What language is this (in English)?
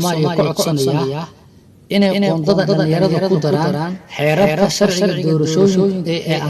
Somali